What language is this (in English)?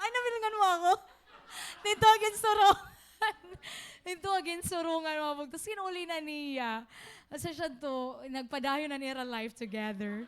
Waray